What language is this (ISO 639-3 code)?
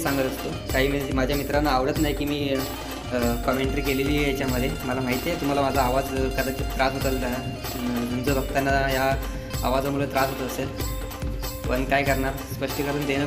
mar